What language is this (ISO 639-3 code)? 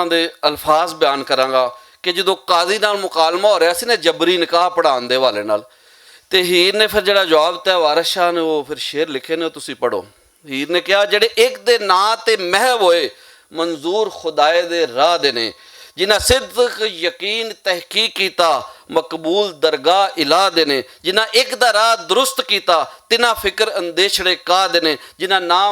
lah